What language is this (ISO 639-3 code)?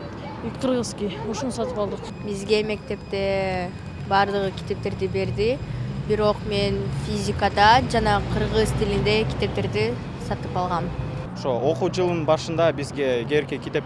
kir